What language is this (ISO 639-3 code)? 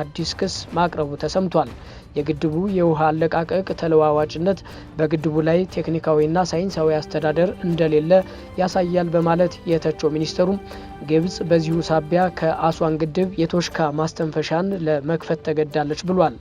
amh